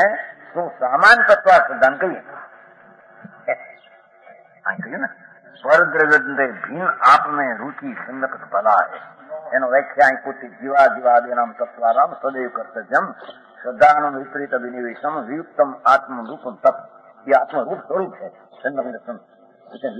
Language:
Gujarati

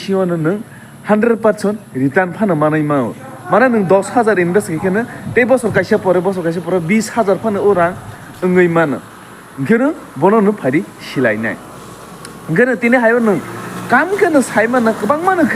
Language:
Kok Borok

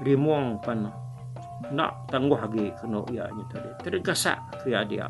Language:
Iban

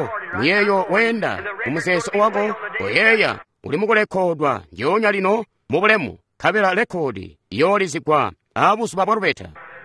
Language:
Tonga (Zambia)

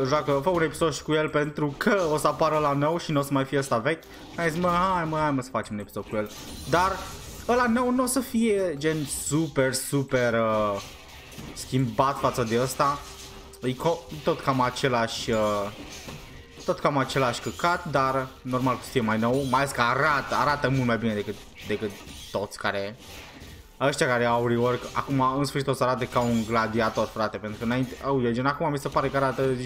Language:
Romanian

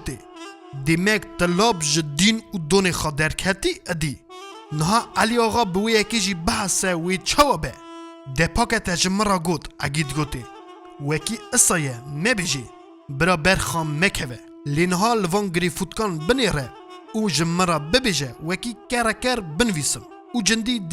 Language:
Kurdish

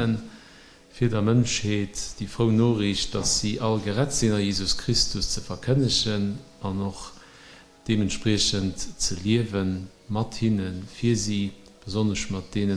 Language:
Luxembourgish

